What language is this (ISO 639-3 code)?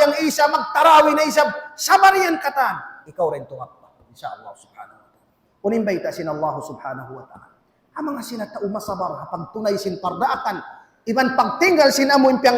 tsg